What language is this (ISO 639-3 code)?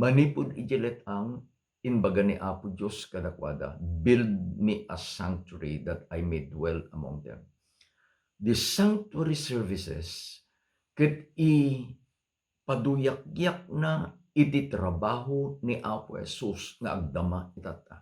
ilo